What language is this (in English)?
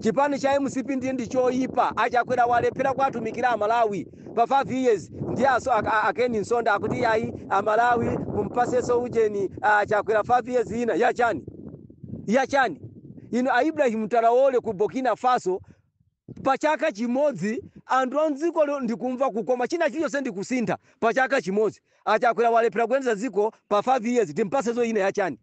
Nyanja